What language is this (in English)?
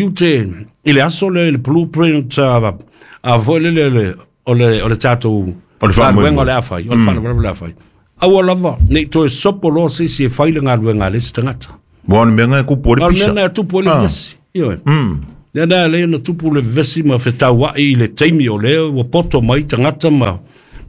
Samoan